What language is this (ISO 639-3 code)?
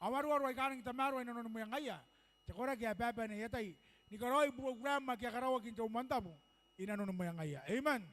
gil